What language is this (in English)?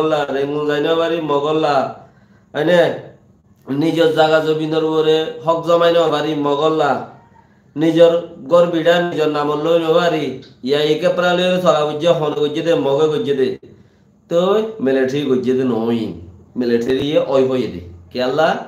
Rohingya